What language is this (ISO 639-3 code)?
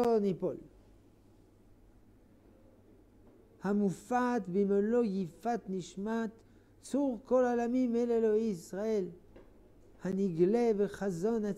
heb